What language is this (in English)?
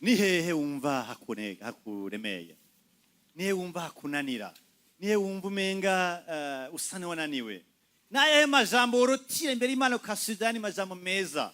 Rundi